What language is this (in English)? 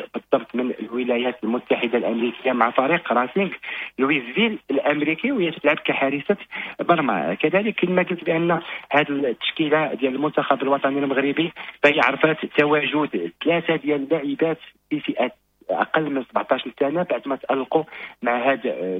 Moroccan Arabic